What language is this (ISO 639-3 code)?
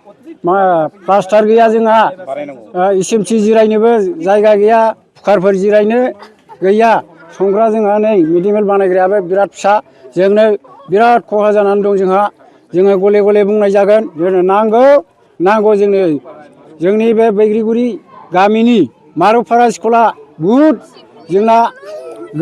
brx